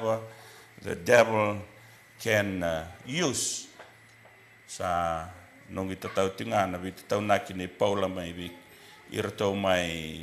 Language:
Fijian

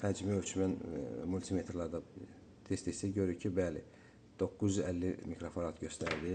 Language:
Azerbaijani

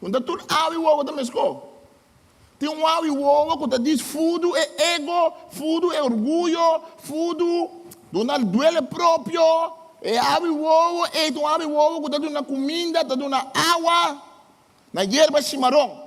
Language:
Papiamento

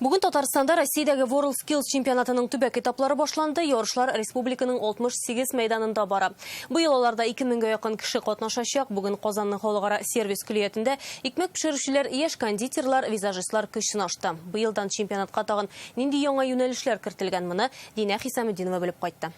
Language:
Tatar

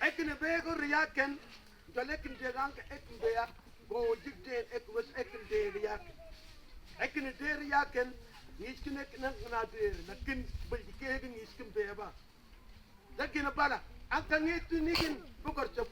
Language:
Mabaan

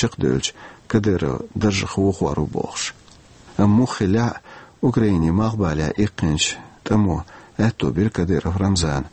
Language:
Chechen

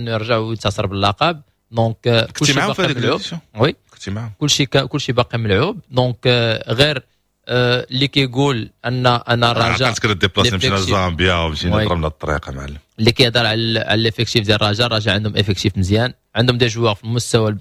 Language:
Moroccan Arabic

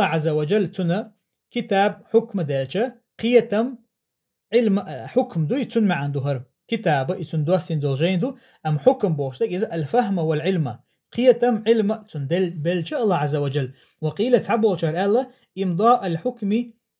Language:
Chechen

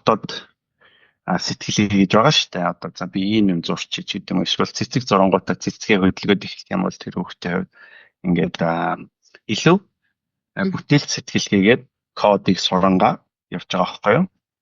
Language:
Mongolian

